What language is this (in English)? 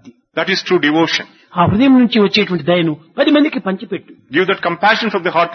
Telugu